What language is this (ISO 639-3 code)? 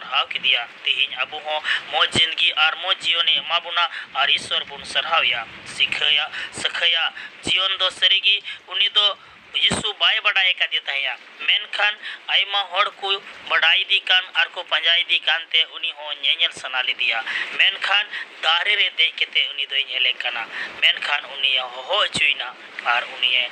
sat